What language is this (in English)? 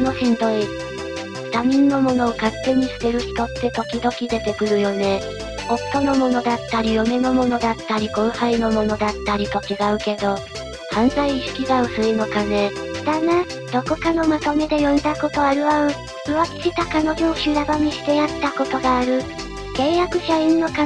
Japanese